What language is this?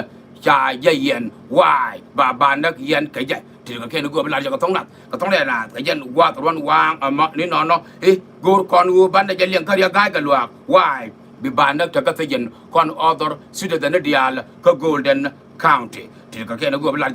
Nuer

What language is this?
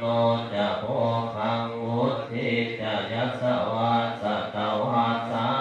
Pali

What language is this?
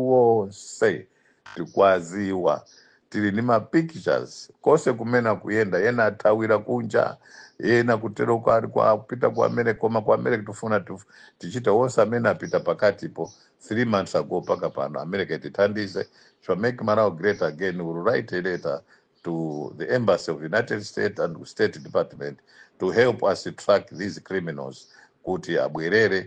Nyanja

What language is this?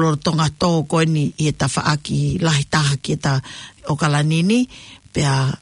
Tongan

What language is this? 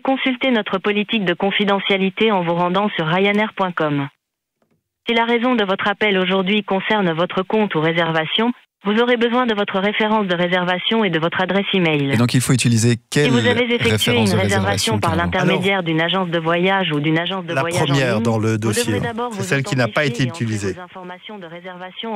French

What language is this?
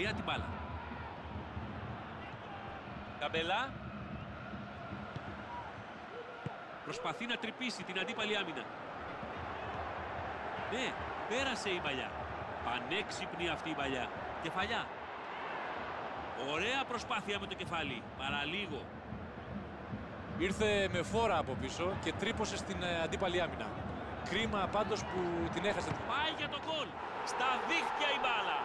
Greek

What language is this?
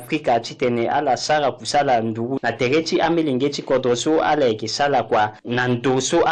Sango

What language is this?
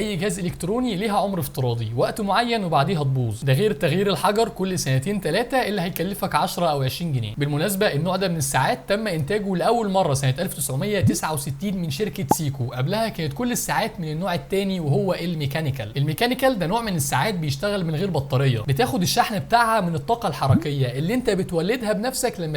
Egyptian Arabic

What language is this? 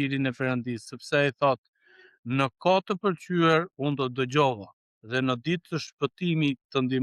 Albanian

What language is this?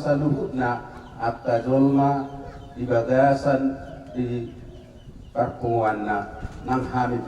Batak Toba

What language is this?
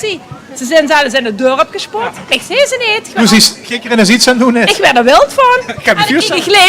Limburgish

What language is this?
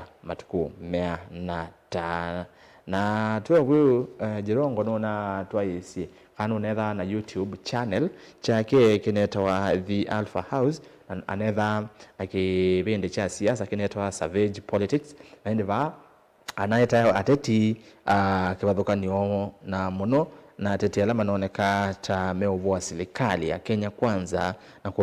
Kamba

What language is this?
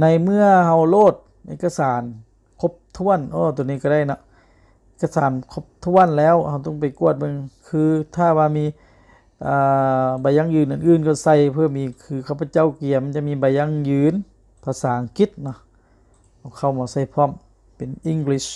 Lao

